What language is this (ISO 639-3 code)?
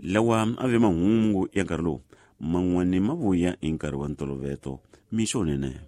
tso